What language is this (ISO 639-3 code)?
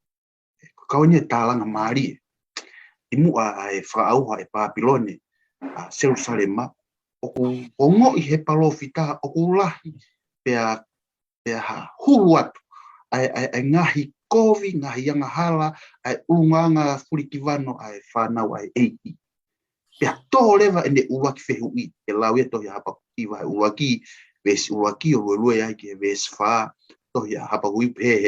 ton